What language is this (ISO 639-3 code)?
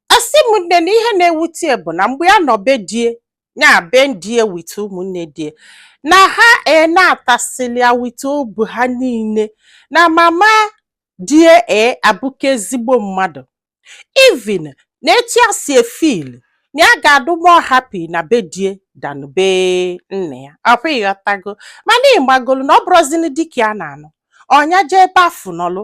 ibo